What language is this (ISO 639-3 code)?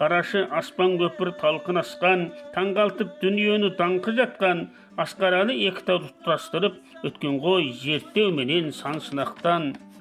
kaz